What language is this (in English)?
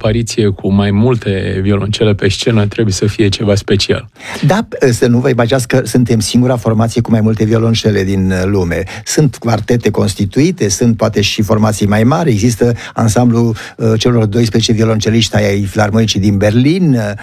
Romanian